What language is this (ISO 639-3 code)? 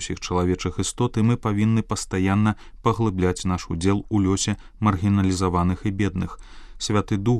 bel